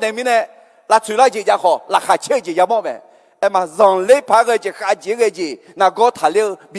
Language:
Akha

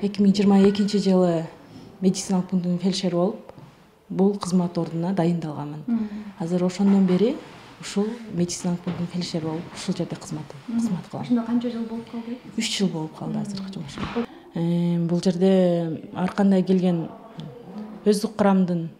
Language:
Kyrgyz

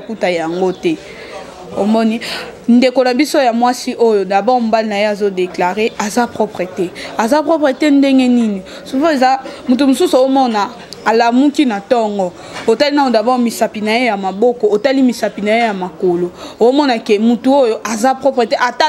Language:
Lingala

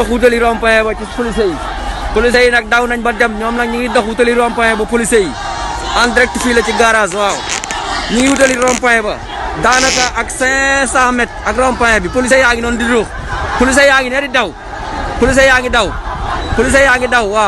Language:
Wolof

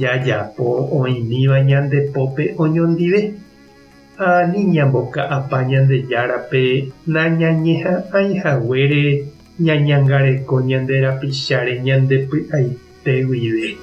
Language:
Guarani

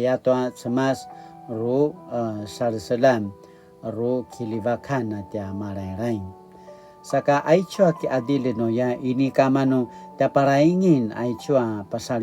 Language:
Paiwan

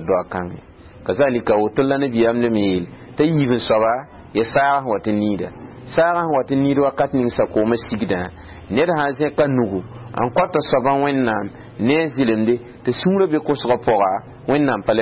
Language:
Mossi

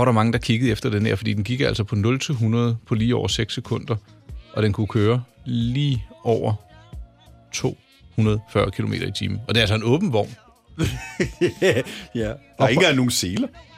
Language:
Danish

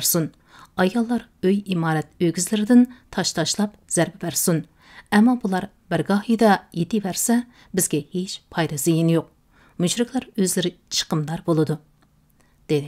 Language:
Uyghur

